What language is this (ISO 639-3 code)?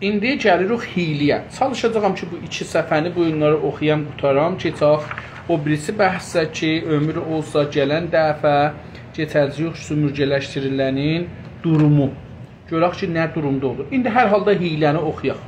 azb